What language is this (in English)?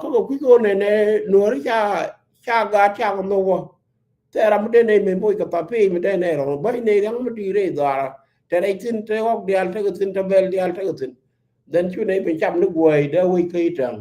Nuer